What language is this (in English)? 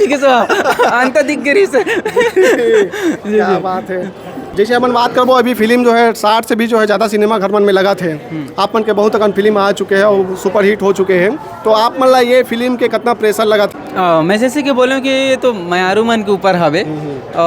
Chhattisgarhi